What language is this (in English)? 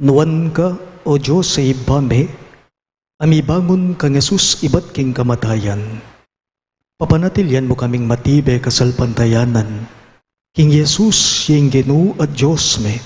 Pampanga